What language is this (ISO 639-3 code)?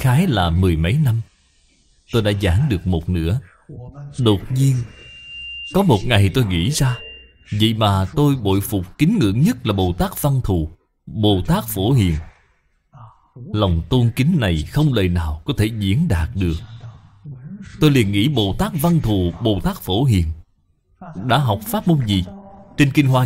vie